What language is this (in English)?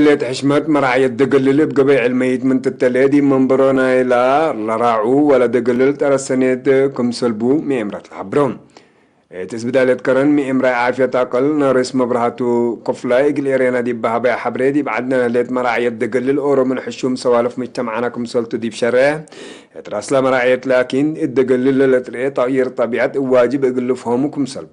Tigre